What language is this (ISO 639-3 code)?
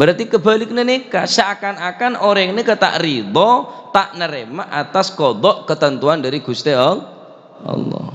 mad